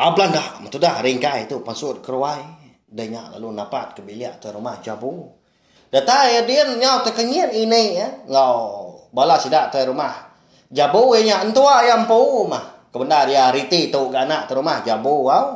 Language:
Iban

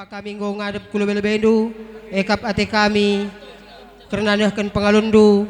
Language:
Batak Karo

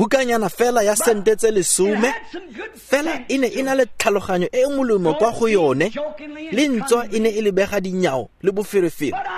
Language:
Tswana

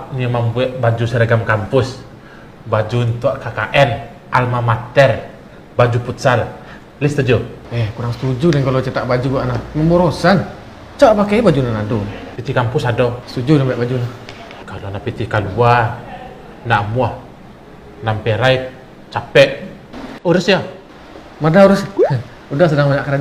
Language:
Minangkabau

